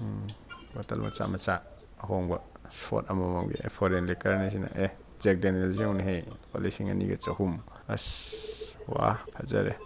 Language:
Manipuri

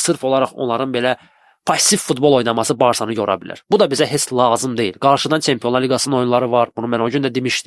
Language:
Azerbaijani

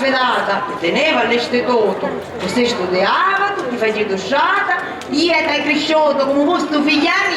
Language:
Sicilian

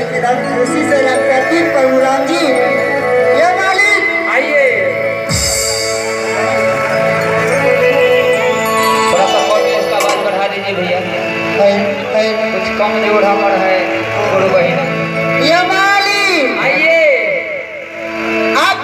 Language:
Maithili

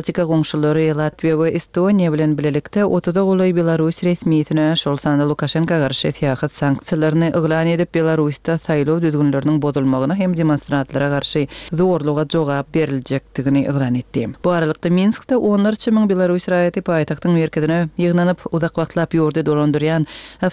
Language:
Turkmen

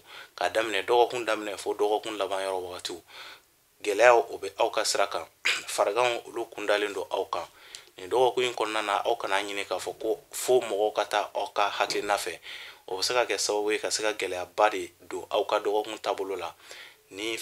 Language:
Bambara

